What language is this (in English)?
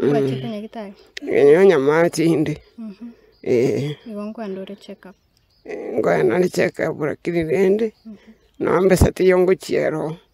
Gusii